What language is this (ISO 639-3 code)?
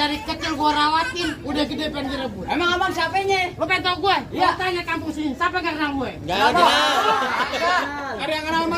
bew